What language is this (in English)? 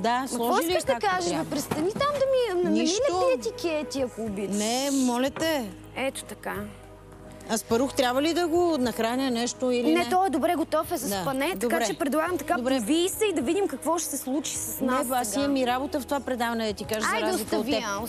Bulgarian